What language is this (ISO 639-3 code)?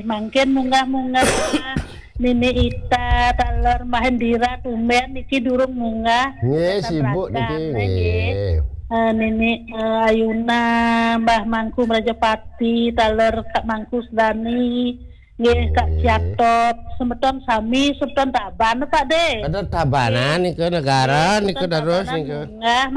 ban